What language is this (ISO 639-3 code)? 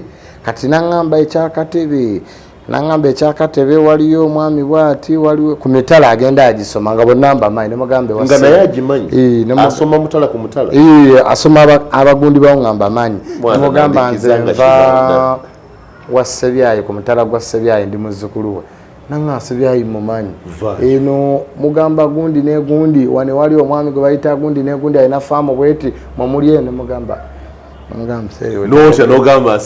lug